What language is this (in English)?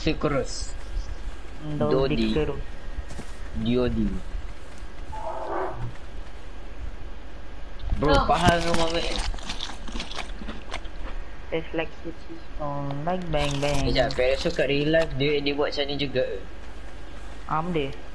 Malay